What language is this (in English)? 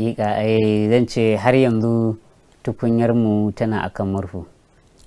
Hausa